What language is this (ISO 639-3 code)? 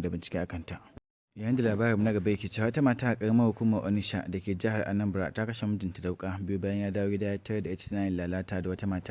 hau